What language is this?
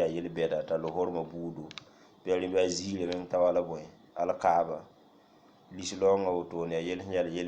Mossi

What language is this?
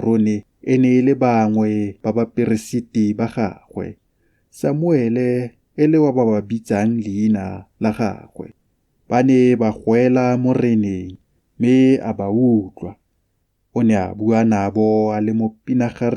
Tswana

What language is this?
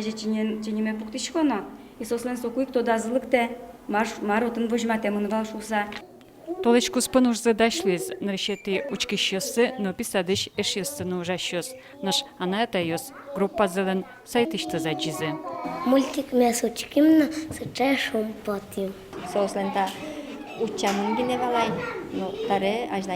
Udmurt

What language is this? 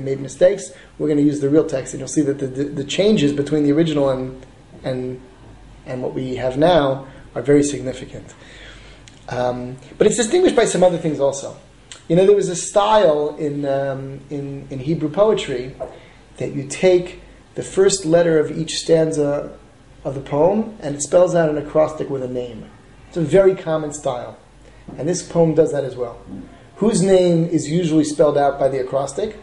English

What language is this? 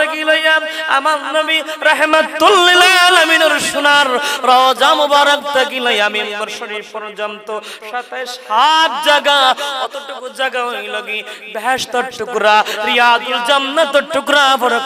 Sylheti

